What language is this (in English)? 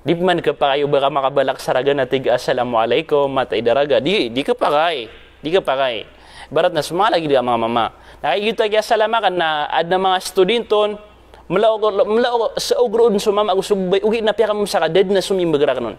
Maranao